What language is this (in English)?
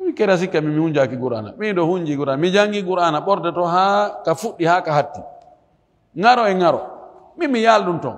Fula